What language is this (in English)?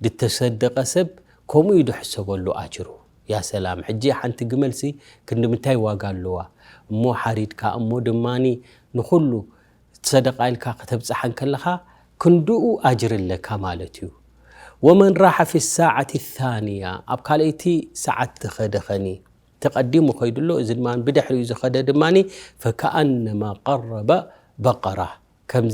Tigrinya